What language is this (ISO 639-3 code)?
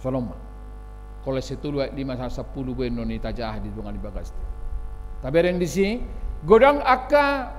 bbc